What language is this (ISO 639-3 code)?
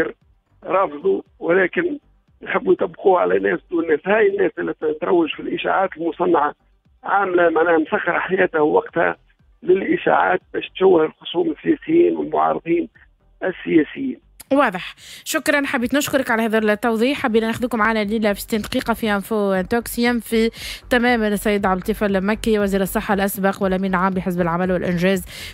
aeb